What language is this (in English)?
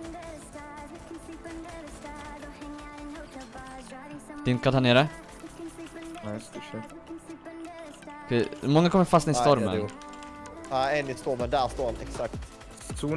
Swedish